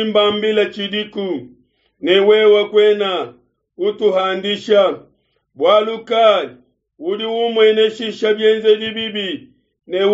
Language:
Luba-Lulua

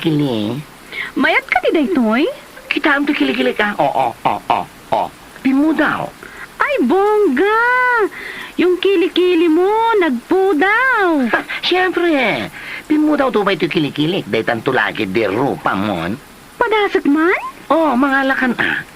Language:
Iloko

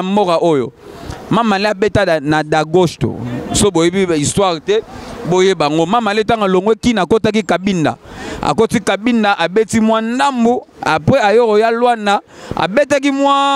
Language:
Lingala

